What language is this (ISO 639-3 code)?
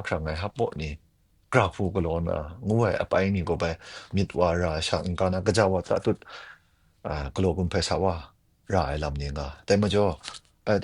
kac